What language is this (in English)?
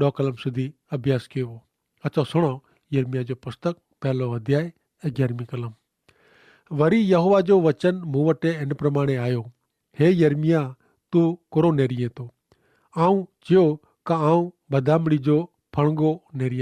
Kachhi